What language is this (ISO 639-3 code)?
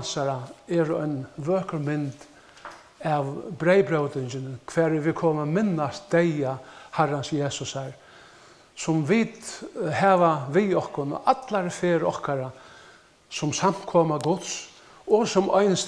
fao